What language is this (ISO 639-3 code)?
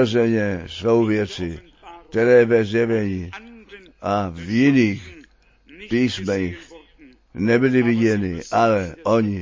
ces